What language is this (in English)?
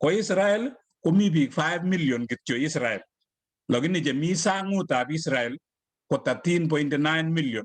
Kalenjin